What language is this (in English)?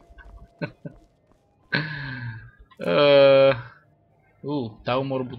Bulgarian